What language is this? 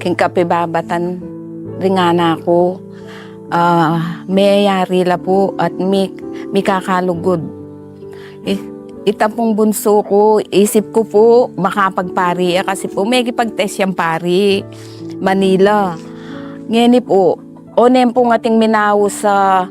Pampanga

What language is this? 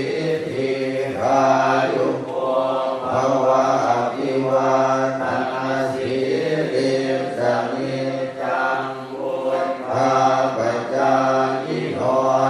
Pali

